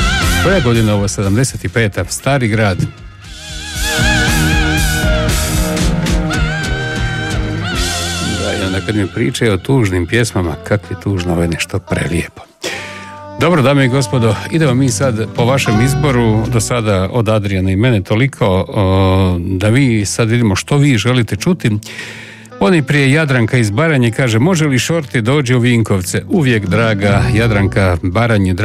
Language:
Croatian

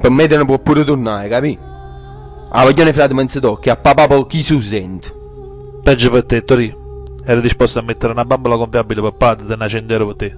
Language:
Neapolitan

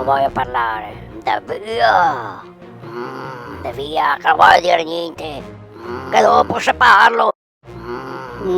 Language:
Venetian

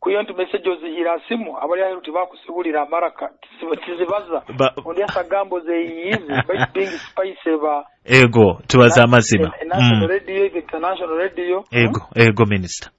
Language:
Nyoro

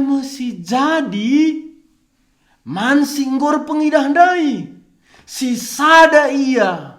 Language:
Batak Karo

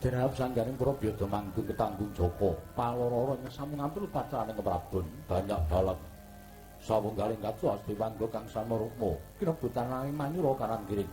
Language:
Javanese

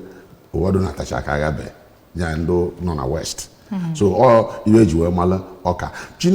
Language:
Igbo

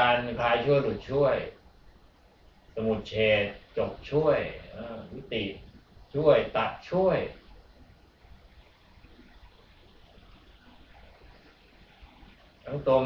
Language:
Thai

